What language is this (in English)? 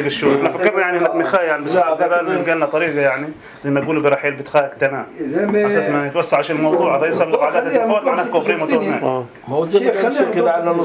North Levantine Arabic